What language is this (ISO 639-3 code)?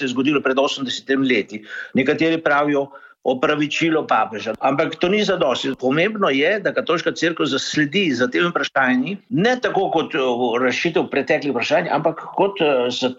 slv